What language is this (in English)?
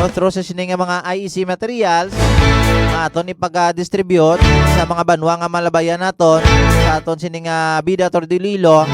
Hiligaynon